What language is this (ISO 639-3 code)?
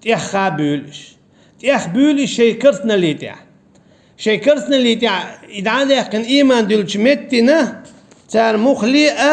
che